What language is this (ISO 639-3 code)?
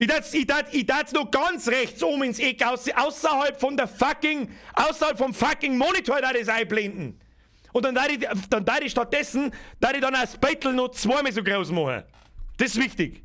bar